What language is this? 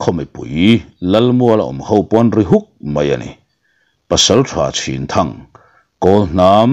Mizo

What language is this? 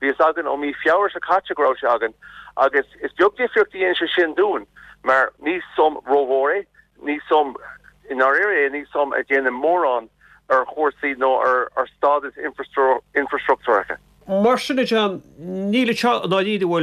Irish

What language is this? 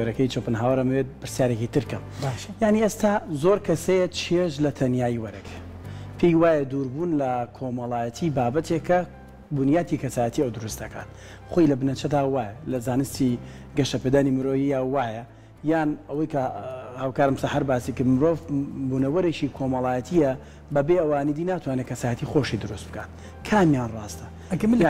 Central Kurdish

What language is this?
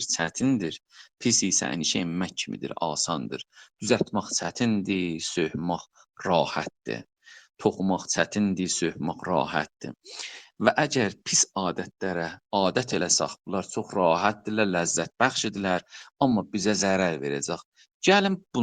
South Azerbaijani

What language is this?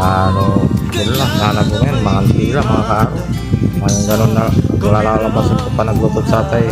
Pangasinan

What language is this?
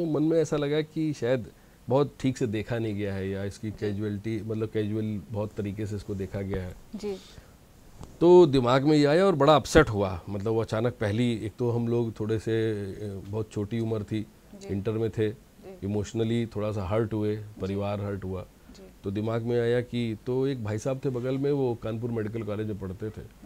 Hindi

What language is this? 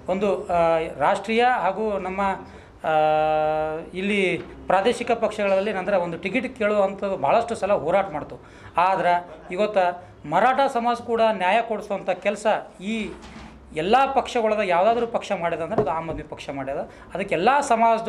Kannada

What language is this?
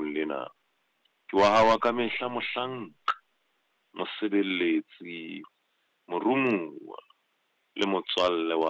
Southern Sotho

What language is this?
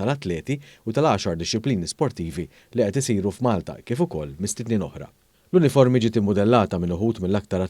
Maltese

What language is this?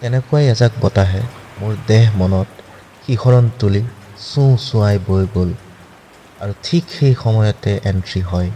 Assamese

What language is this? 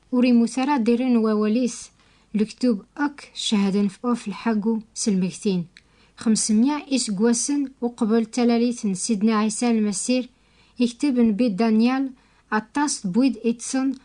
Kabyle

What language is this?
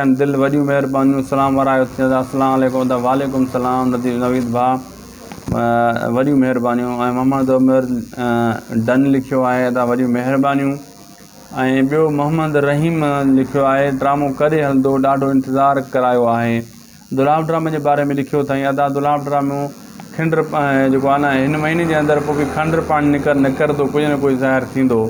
Sindhi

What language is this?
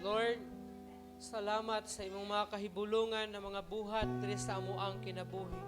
Cebuano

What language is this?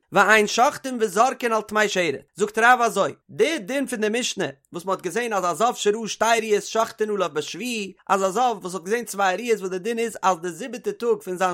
Yiddish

